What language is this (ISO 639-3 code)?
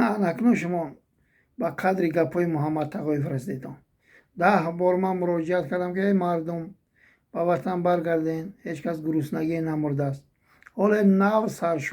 tgk